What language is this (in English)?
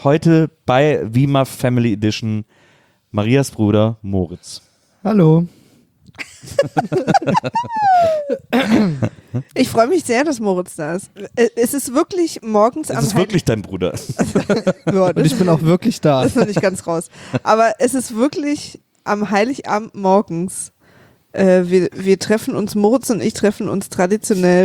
German